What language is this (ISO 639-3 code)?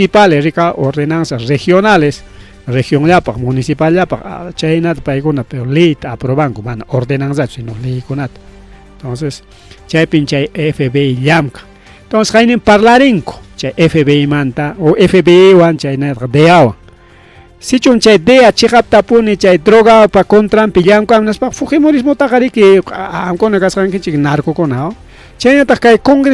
quy